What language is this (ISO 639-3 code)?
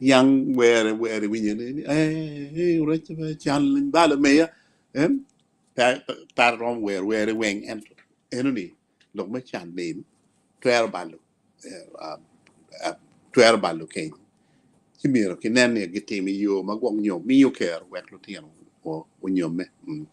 ach